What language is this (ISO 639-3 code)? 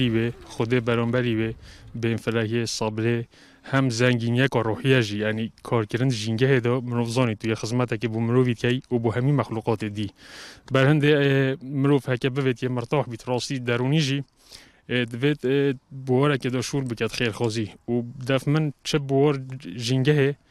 kur